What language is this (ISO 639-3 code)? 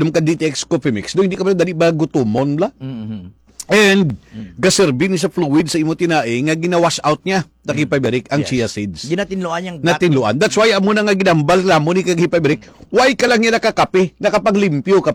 hil